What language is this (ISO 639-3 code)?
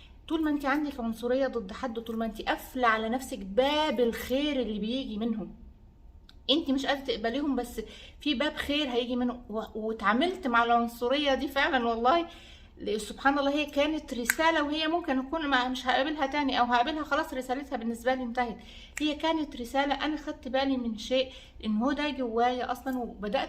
arz